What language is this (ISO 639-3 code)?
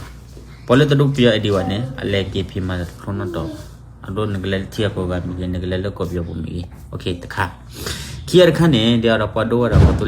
ksw